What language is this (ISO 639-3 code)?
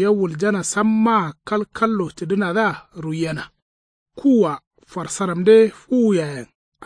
kau